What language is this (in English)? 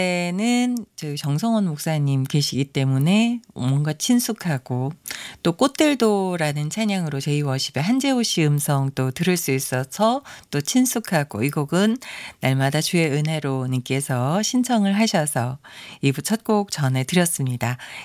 Korean